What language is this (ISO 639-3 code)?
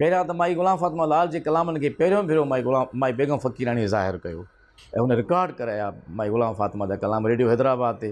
snd